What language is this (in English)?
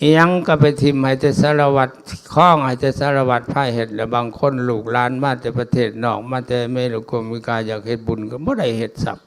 Lao